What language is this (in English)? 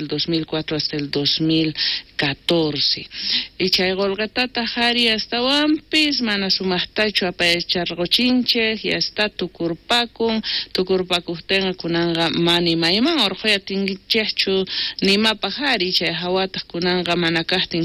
South Bolivian Quechua